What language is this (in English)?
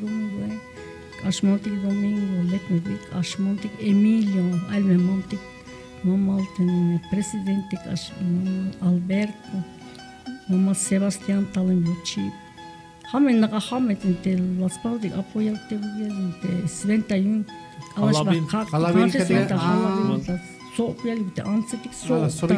Tzeltal